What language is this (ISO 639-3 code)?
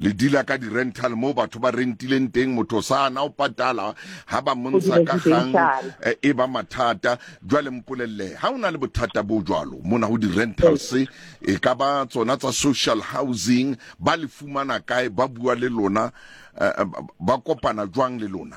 sot